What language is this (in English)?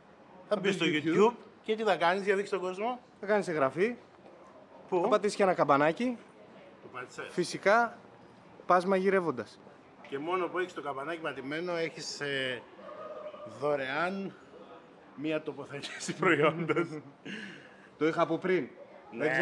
Greek